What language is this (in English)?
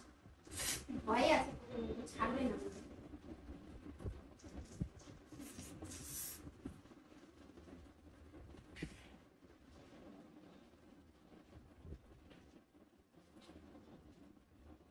Bangla